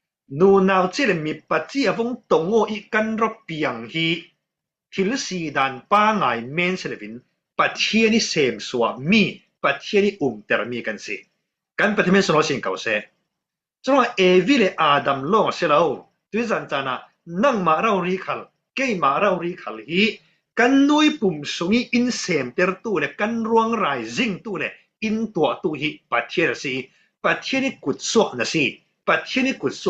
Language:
Falam Chin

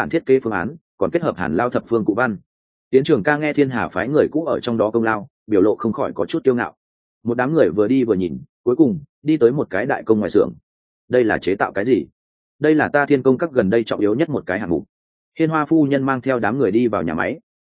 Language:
Vietnamese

